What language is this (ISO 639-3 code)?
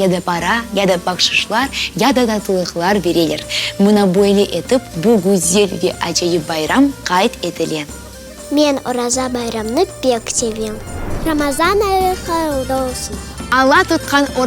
crh